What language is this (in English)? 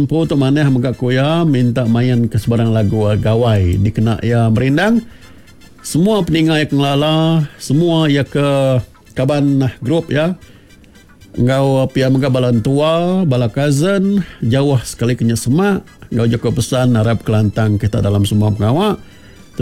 Iban